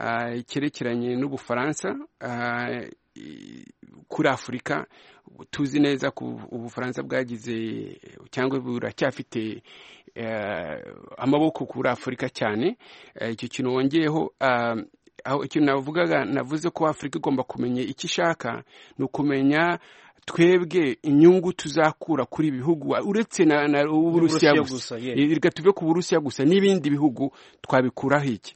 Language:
Kinyarwanda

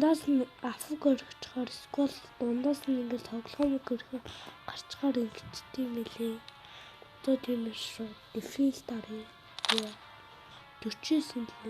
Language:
Mongolian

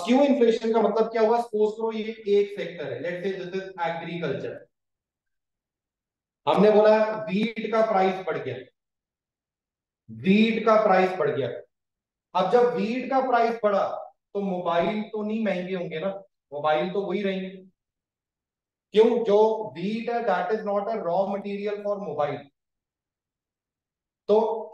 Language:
Hindi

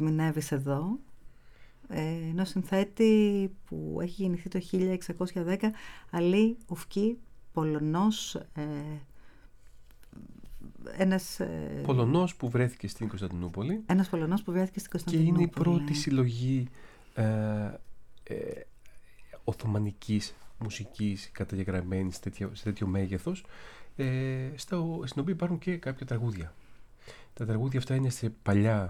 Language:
Greek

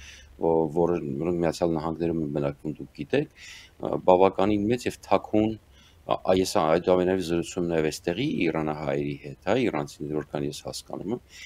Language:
Armenian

